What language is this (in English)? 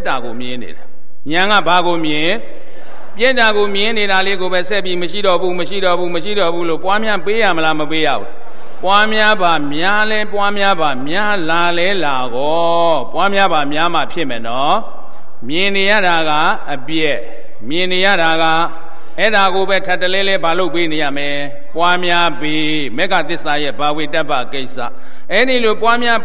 Burmese